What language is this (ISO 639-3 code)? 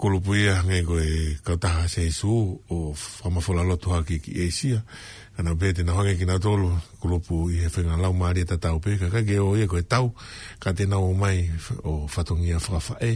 ton